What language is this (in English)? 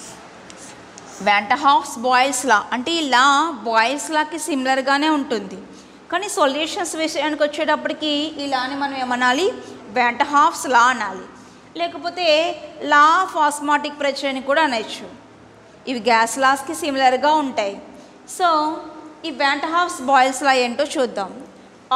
Telugu